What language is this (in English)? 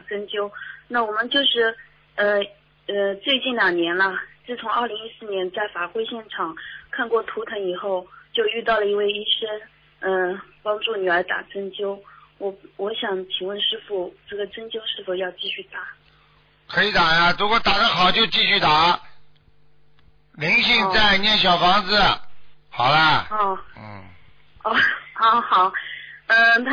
Chinese